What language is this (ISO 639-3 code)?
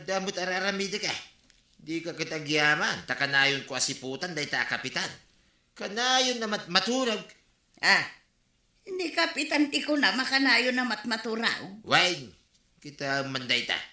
ilo